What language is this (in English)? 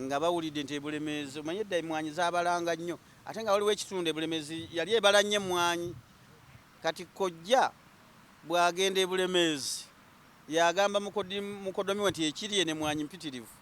Ganda